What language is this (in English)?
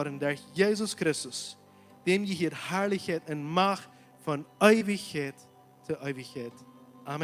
Plautdietsch